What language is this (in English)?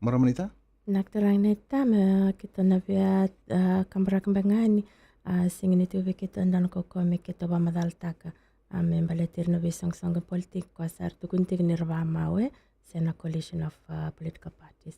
Fijian